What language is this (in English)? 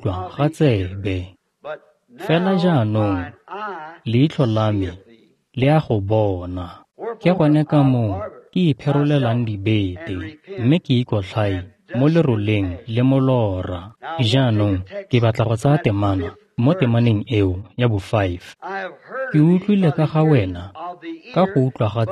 Tswana